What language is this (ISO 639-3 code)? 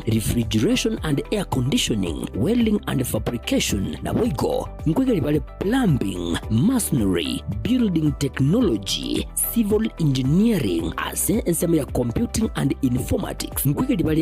guz